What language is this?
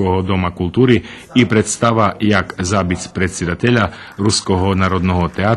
Rusyn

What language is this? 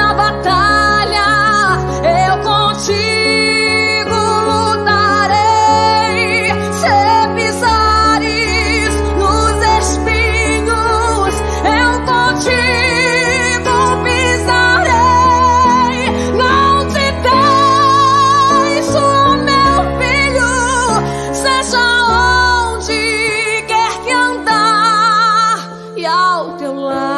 Portuguese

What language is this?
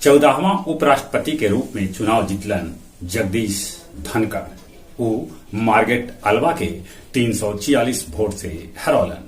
Magahi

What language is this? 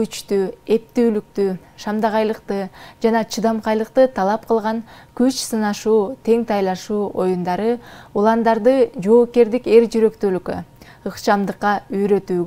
Kyrgyz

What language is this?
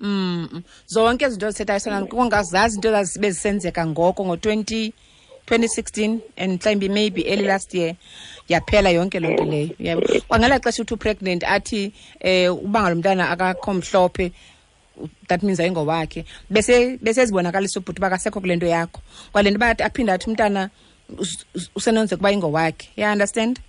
Xhosa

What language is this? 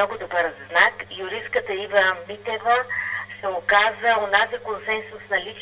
Bulgarian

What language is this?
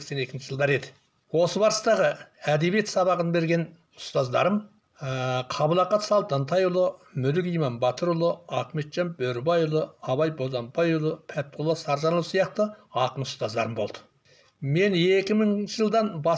Kazakh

